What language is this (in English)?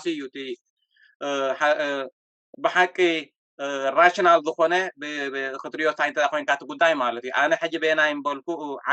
Tigrinya